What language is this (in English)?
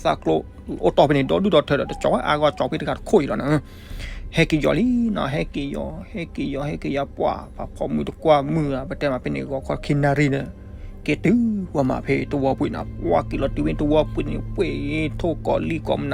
S'gaw Karen